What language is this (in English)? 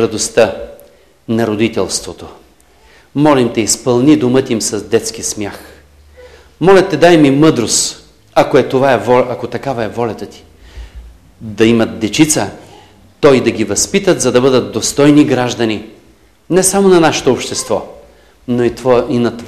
Bulgarian